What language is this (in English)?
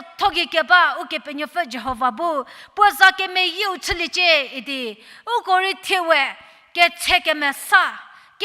Angami Naga